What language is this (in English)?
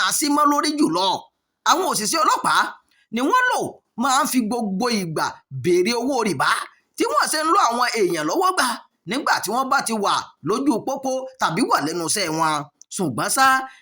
Yoruba